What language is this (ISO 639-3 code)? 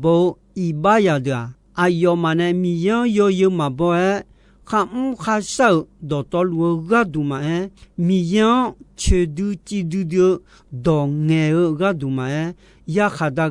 ahk